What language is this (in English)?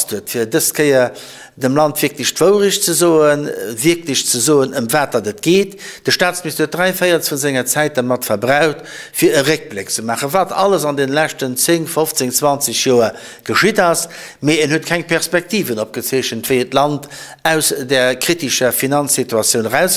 Luxembourgish